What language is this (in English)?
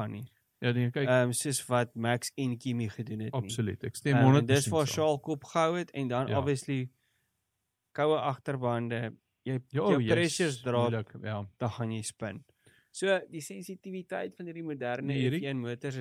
Afrikaans